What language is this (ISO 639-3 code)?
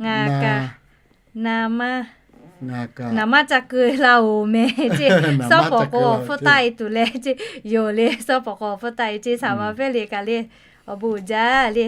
lhu